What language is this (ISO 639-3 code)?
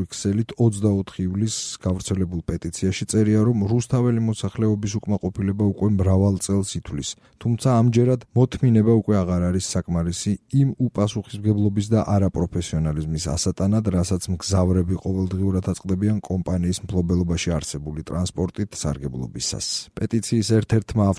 kat